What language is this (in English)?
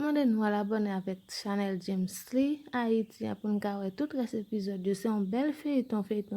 Haitian Creole